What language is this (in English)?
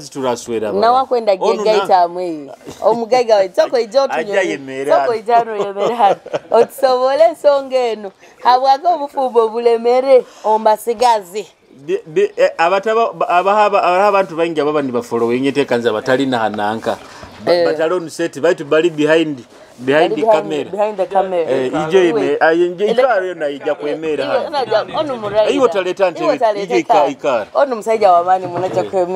Nyoro